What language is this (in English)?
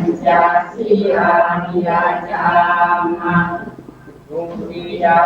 Pali